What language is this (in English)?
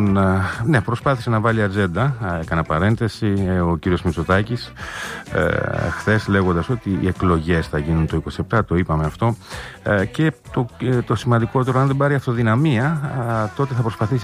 Greek